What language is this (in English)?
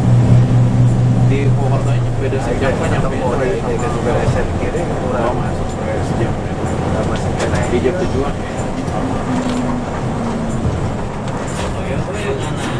Indonesian